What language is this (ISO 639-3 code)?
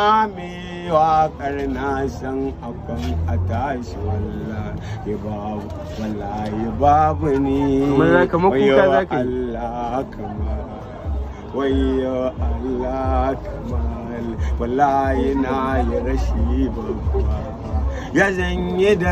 hau